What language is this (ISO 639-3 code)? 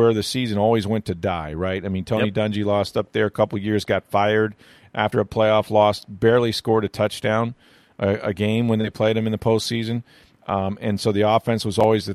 eng